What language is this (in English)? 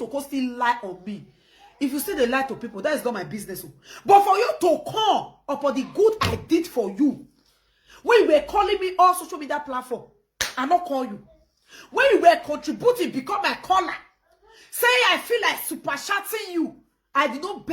Nigerian Pidgin